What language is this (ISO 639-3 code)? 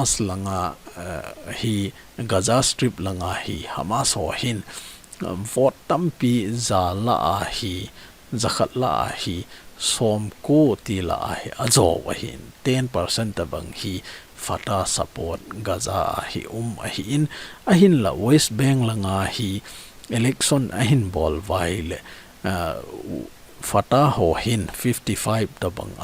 tcz